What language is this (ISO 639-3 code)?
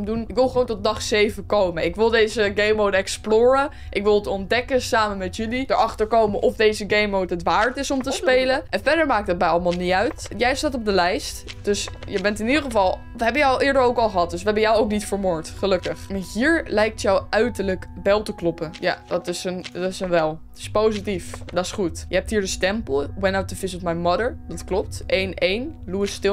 nld